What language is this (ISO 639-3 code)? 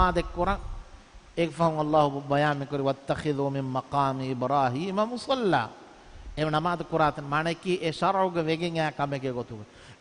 div